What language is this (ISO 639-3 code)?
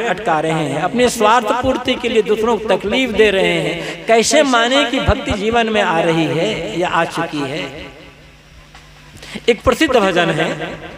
hin